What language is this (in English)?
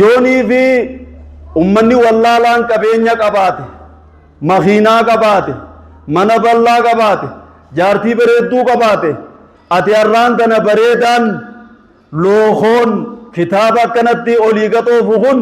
Oromo